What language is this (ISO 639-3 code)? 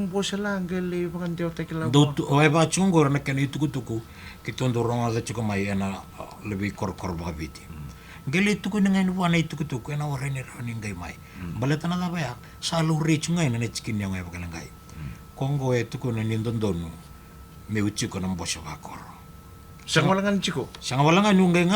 fij